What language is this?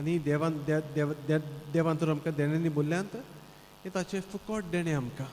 Konkani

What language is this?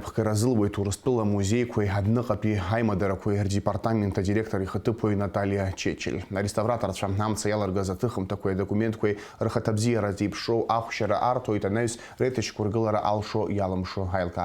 Abkhazian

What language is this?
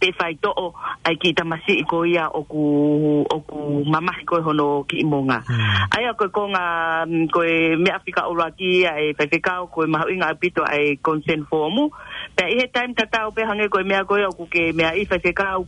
Tongan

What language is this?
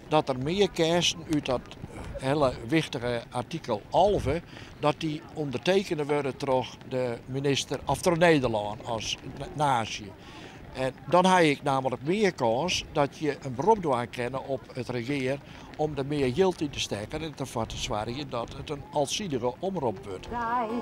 Western Frisian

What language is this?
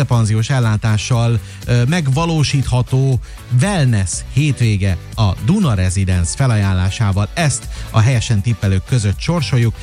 Hungarian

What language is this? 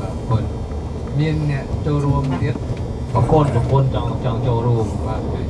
Khmer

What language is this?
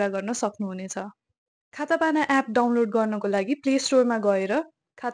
Nepali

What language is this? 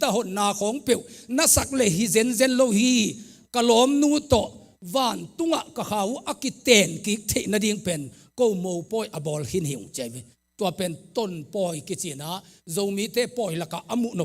Tedim Chin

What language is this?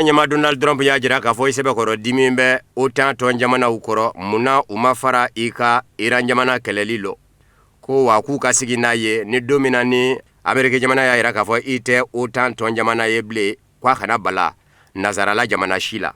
Bambara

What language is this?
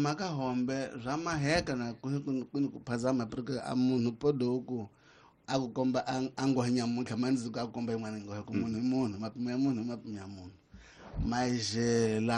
Tsonga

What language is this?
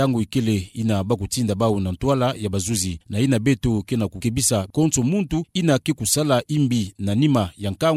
Kituba (Democratic Republic of Congo)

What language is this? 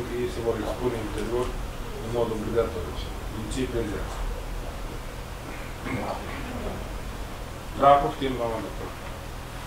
Romanian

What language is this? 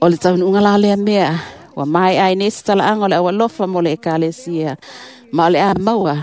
Samoan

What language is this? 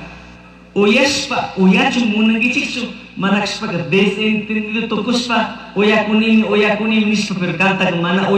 Chimborazo Highland Quichua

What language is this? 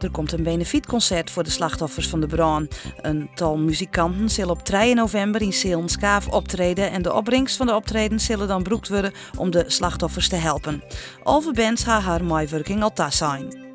Western Frisian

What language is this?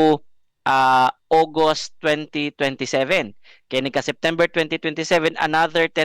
Cebuano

